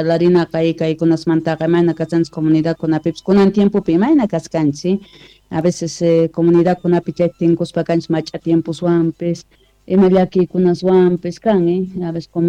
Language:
South Bolivian Quechua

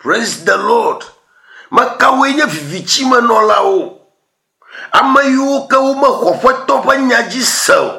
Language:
Ewe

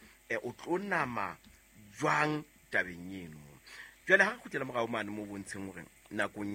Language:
Southern Sotho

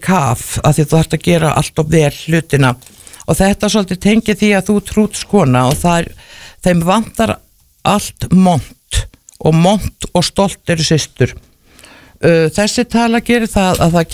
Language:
Icelandic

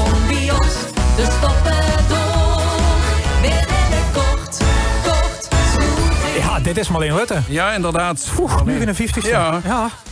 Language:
Limburgish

